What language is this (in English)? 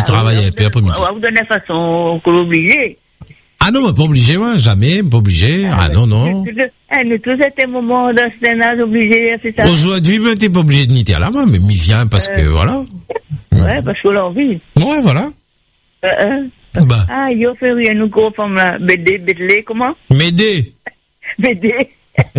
French